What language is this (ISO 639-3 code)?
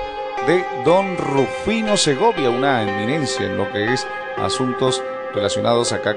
spa